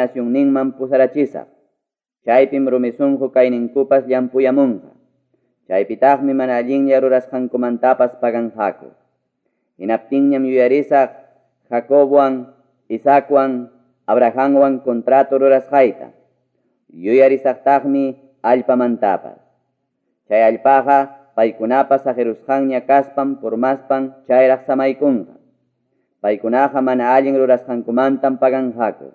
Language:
Ayacucho Quechua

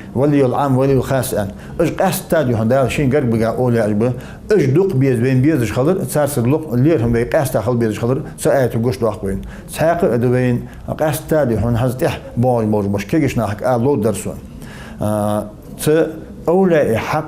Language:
Ingush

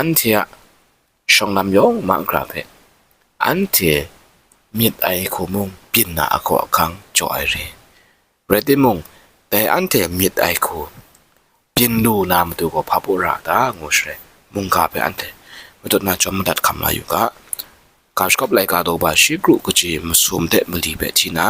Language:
Kachin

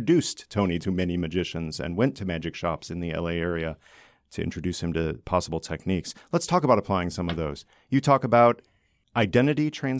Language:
English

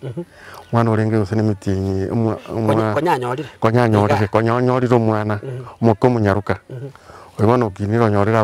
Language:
Gusii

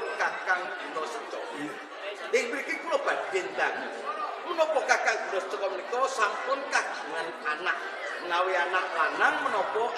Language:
Javanese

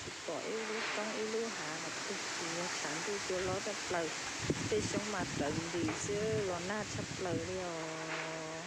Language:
Hmong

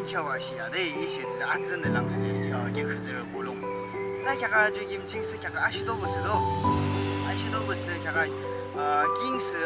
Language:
Yimchungru Naga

